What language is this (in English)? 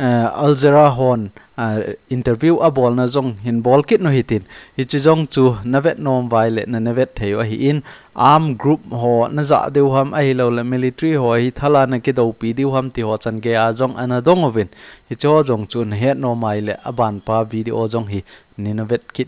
Thado Chin